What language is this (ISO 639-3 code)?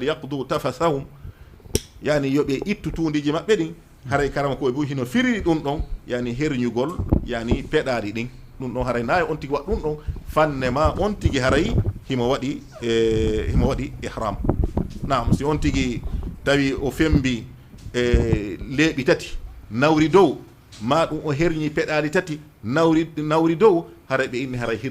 ful